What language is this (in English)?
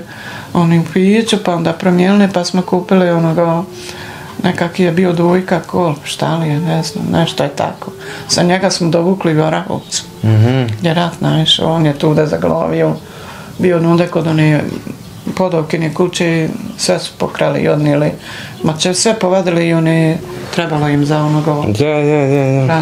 Bosnian